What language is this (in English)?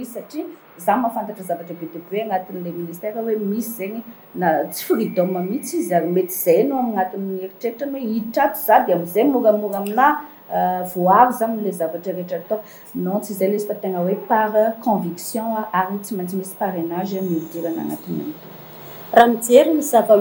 Malagasy